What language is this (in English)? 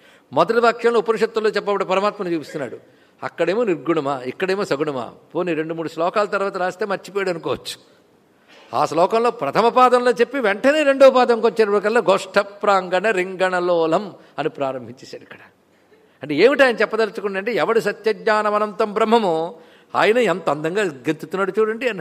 Telugu